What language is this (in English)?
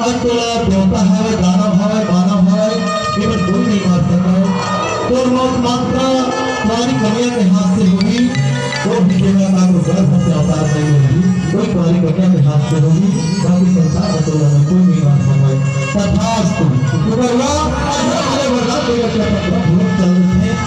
Chhattisgarhi